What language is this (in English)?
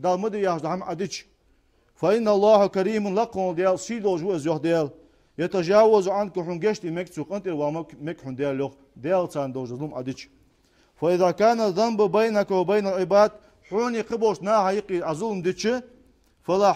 Ingush